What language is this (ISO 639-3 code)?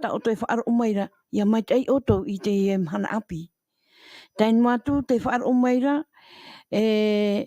tah